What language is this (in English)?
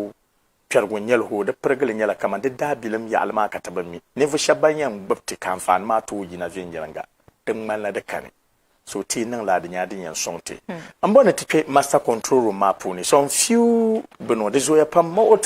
Dagbani